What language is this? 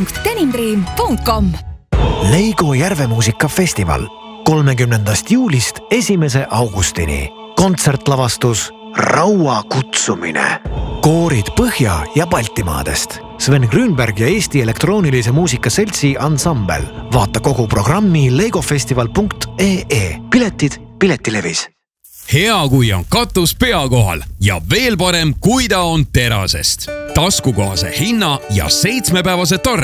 Estonian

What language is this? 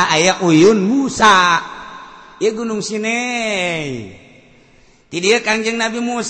Sundanese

